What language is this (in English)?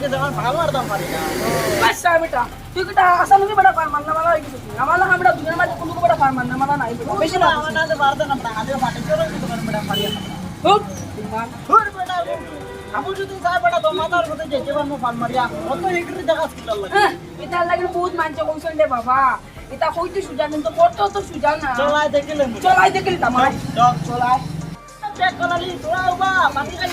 Sylheti